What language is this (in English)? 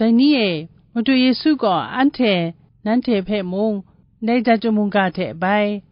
Kachin